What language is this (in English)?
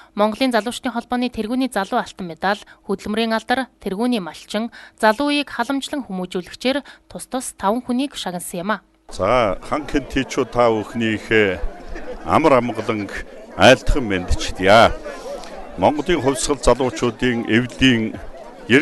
Mongolian